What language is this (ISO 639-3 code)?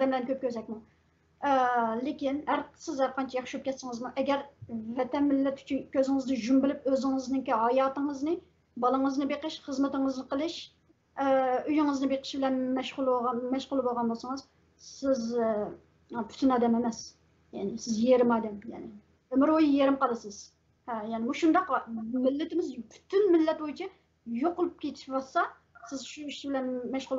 uig